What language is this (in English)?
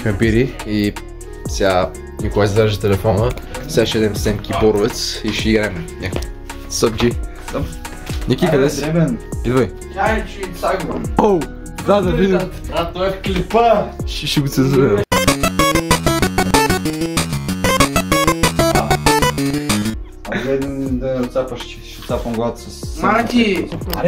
Bulgarian